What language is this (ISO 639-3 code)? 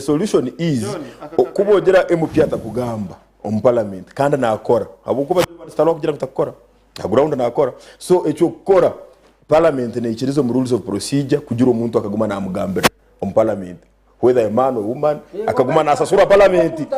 nyn